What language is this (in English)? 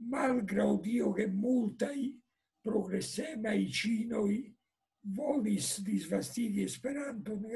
Esperanto